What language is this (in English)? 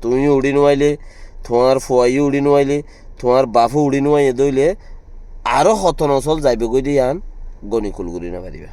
Rohingya